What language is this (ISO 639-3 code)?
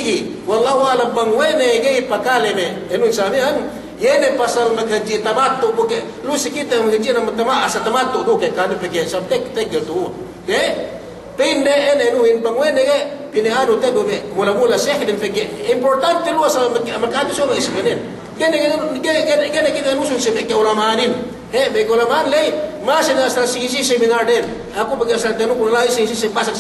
yka